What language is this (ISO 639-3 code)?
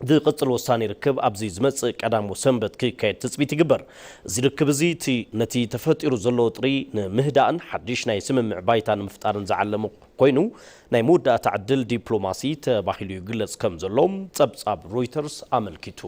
tir